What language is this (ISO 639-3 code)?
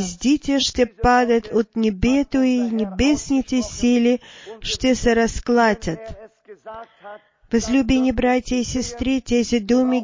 bul